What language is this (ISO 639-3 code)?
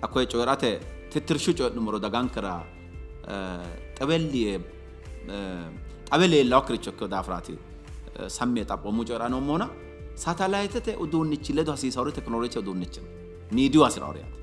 sid